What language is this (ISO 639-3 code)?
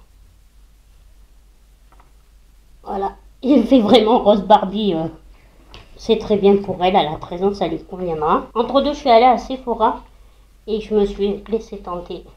fra